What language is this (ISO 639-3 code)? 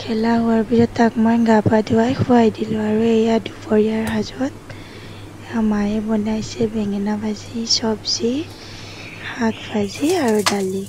asm